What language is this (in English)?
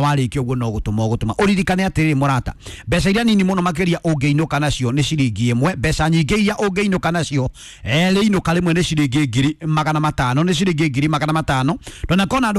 Kikuyu